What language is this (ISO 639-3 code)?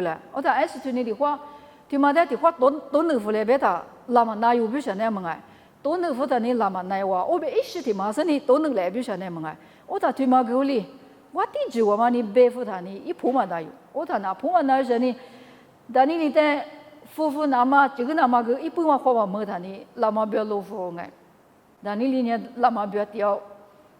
lis